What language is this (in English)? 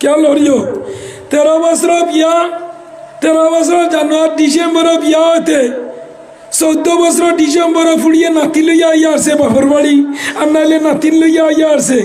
Sylheti